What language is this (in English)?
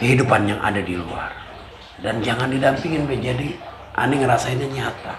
Betawi